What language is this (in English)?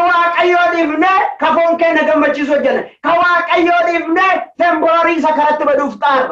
Oromo